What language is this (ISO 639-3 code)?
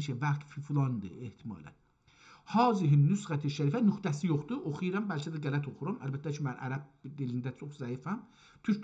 azb